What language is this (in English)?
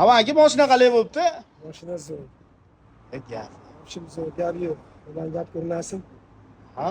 Uzbek